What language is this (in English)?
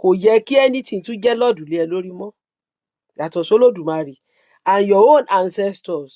Yoruba